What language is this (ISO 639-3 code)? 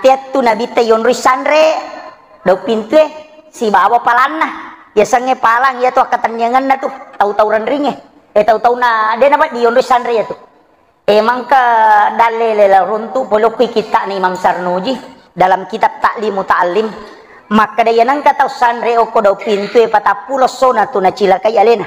bug